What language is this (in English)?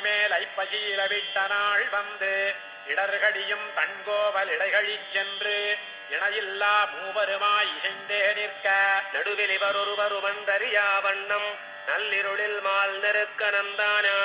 Tamil